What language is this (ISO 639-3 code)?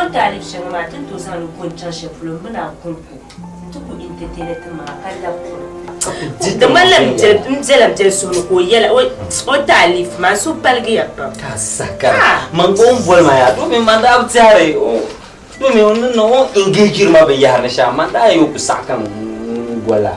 dag